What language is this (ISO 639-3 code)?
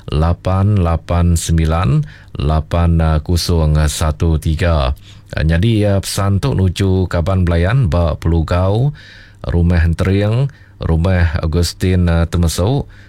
iba